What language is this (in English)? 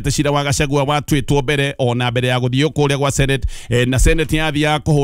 Kikuyu